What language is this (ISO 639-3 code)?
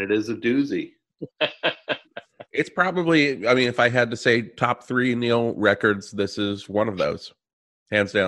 eng